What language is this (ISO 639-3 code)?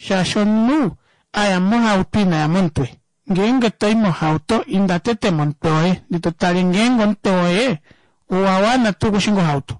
kua